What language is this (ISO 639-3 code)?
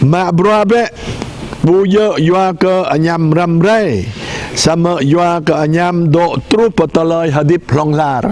jra